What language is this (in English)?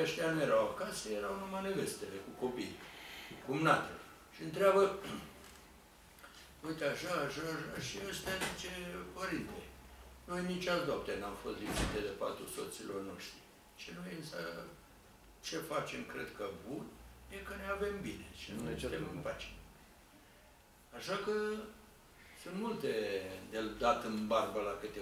Romanian